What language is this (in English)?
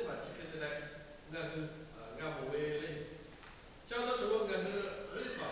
Lahu